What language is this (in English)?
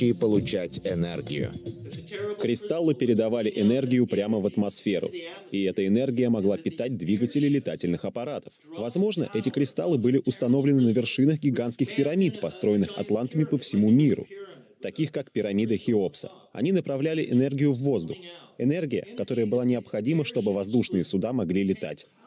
Russian